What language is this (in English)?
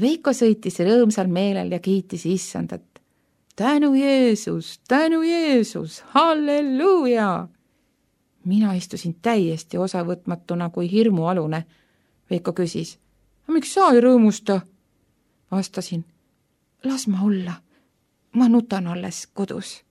Estonian